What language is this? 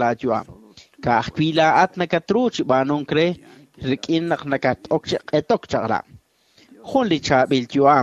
Kekchí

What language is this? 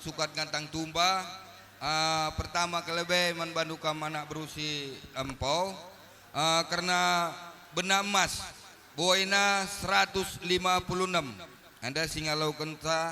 Batak Karo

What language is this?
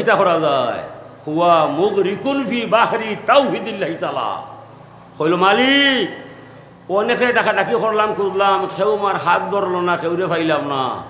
Sylheti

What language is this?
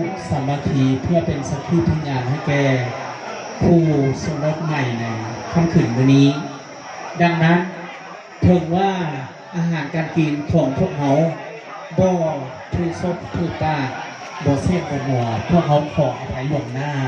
Lao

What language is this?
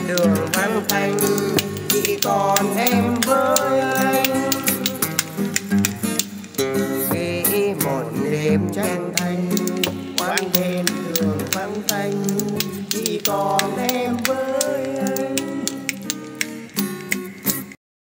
Vietnamese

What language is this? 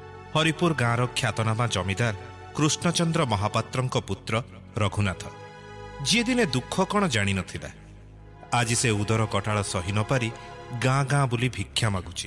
Odia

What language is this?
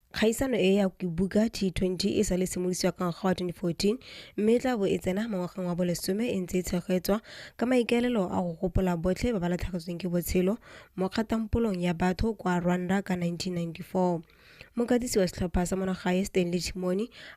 Tswana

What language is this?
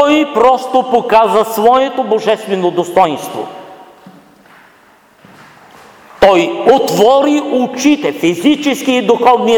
Bulgarian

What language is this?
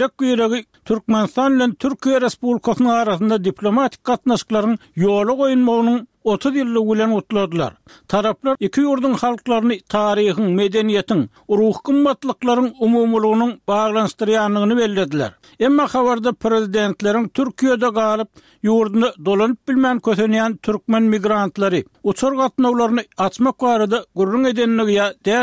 Turkmen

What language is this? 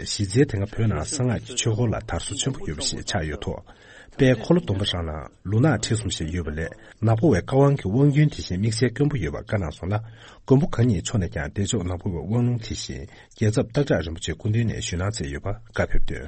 Tibetan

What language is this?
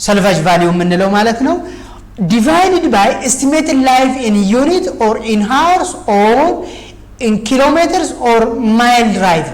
Amharic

